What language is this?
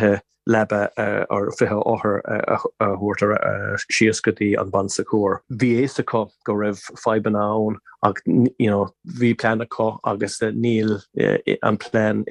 Irish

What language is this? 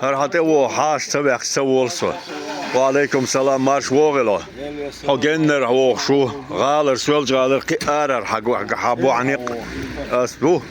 Chechen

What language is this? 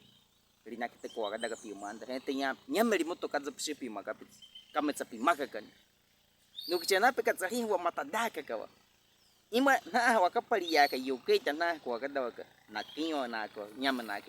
Baniwa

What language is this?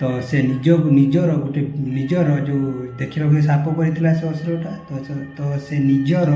Odia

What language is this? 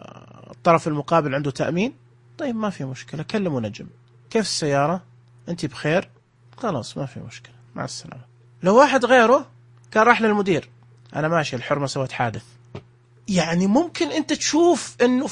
Najdi Arabic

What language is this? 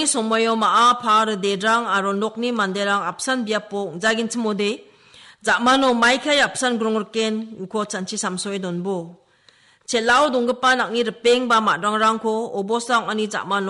Garo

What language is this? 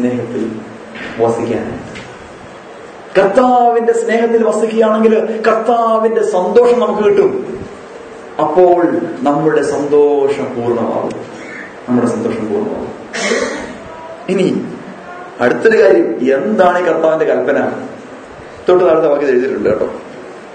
Malayalam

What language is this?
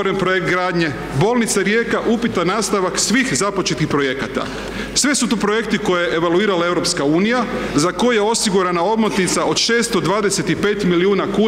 Croatian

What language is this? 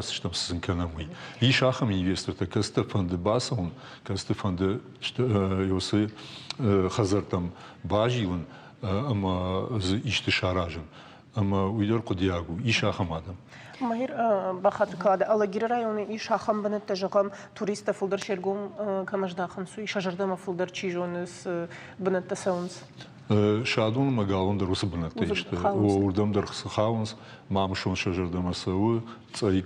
Ossetic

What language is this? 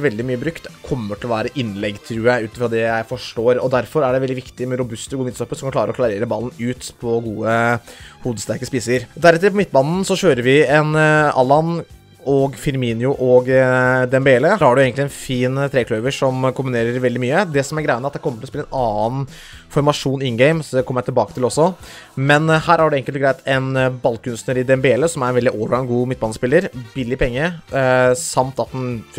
Norwegian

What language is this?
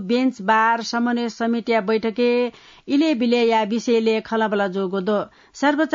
Newari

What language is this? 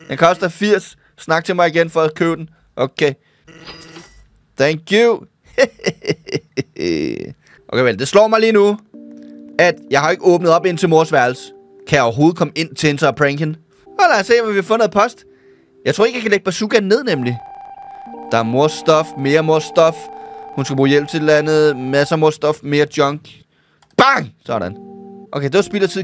Danish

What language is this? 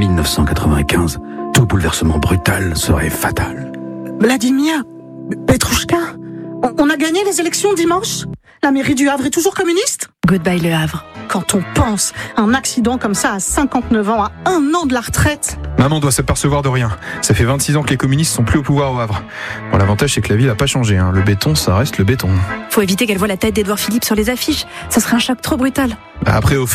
French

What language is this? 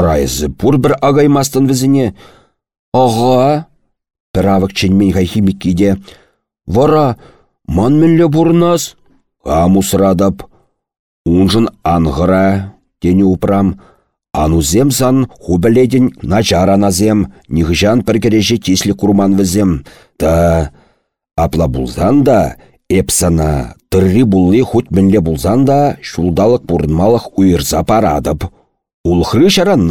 Chuvash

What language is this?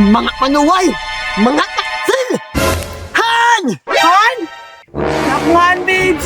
Cebuano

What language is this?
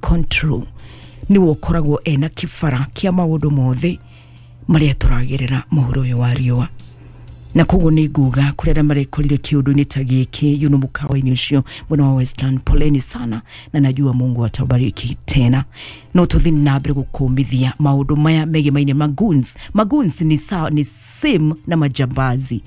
Kikuyu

